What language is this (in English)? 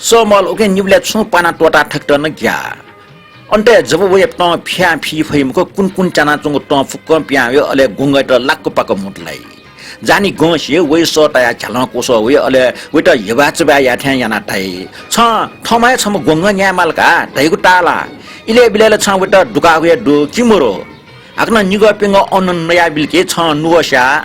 Newari